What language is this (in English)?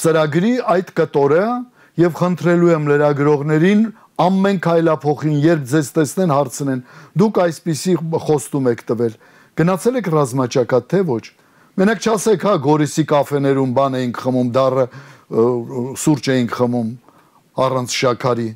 Armenian